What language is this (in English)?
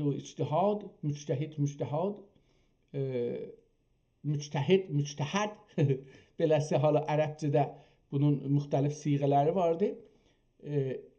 South Azerbaijani